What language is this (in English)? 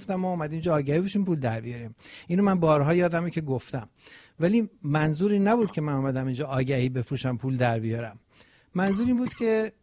Persian